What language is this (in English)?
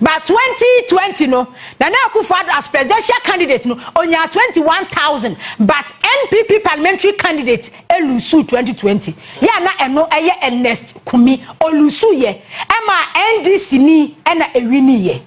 Akan